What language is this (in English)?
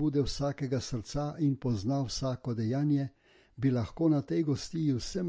Slovenian